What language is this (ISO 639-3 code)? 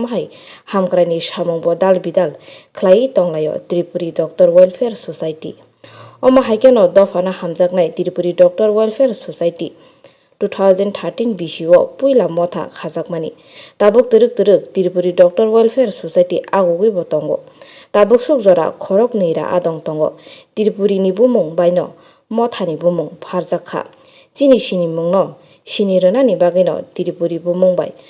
trp